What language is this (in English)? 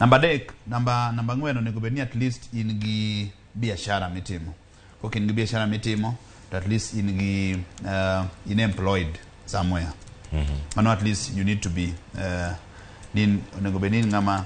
Luo (Kenya and Tanzania)